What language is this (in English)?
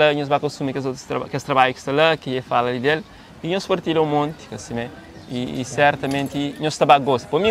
Kabuverdianu